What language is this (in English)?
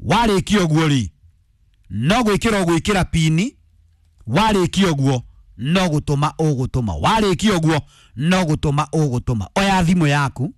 Kikuyu